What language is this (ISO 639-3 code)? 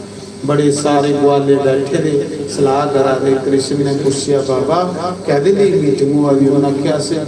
doi